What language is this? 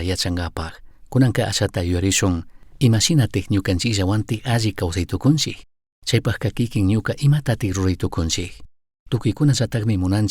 Chimborazo Highland Quichua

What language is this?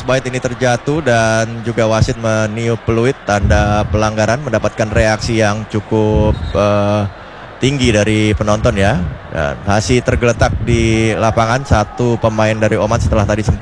Indonesian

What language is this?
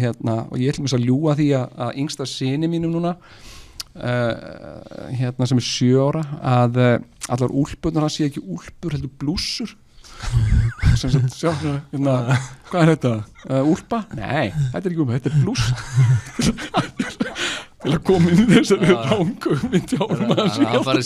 Icelandic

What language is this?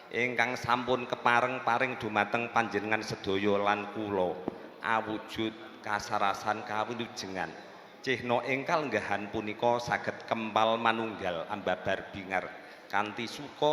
Javanese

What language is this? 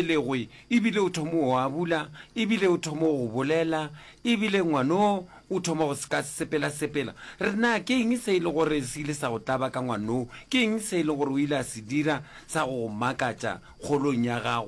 Northern Sotho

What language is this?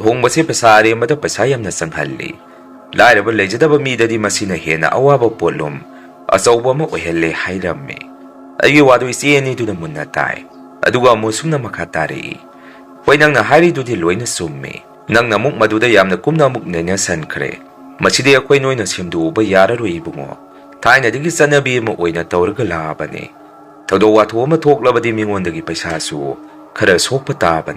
Manipuri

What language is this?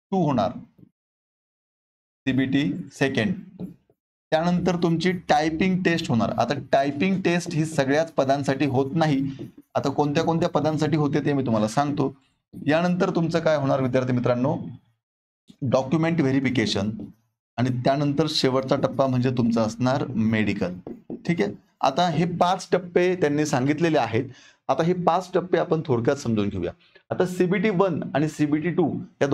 Marathi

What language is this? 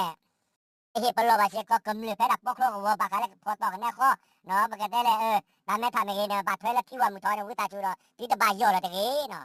S'gaw Karen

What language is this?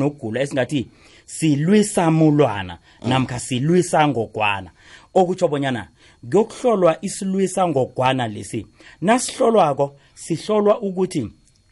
South Ndebele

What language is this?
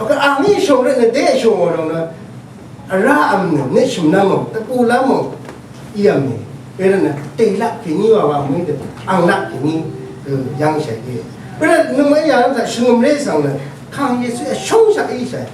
Rawang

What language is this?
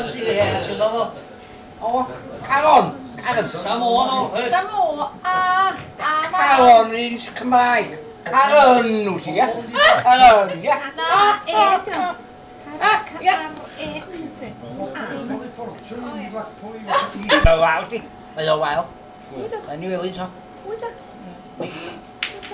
Welsh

